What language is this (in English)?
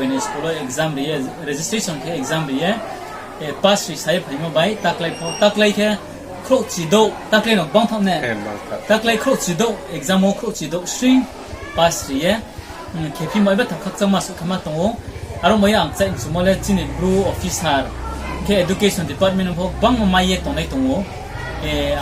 Riang (India)